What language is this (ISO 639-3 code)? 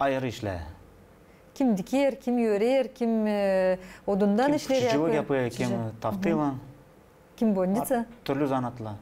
gag